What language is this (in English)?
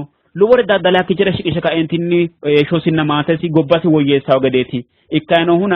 Sidamo